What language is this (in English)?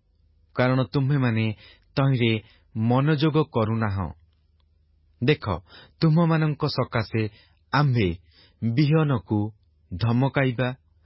Odia